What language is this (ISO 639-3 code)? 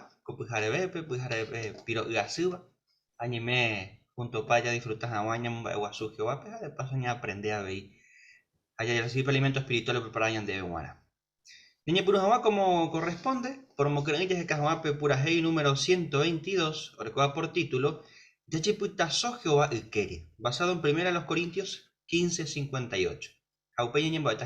grn